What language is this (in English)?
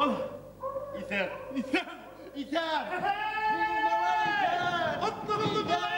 Bashkir